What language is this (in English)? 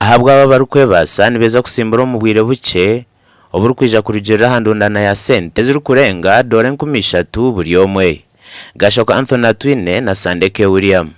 Nyankole